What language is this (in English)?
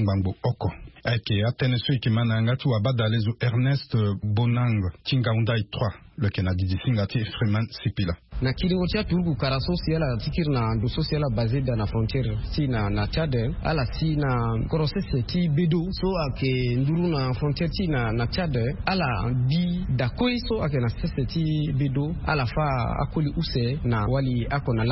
Sango